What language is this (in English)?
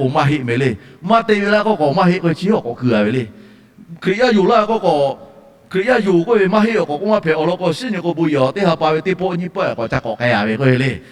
Lahu